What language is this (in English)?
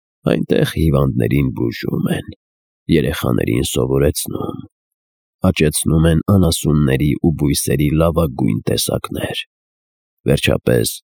Armenian